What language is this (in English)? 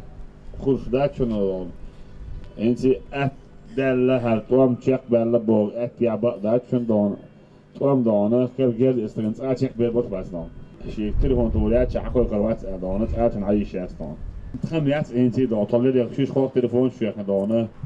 Chechen